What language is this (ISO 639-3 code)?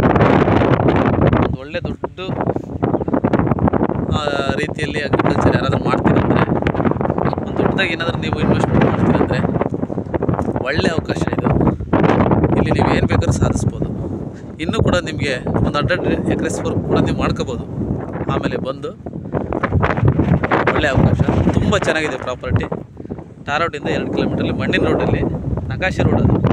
kan